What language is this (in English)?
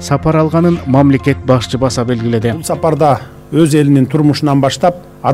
Kyrgyz